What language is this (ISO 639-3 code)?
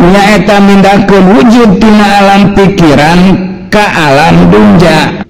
sun